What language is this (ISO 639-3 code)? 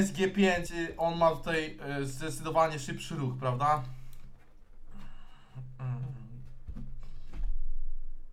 pol